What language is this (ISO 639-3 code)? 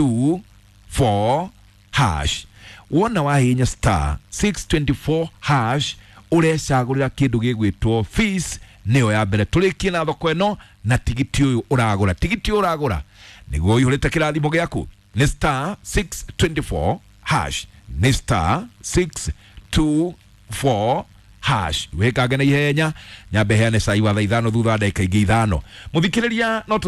kik